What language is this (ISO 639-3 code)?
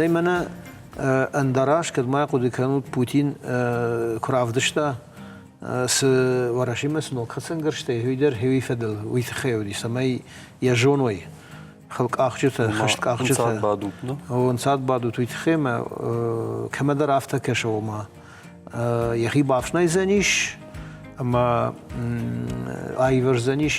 oss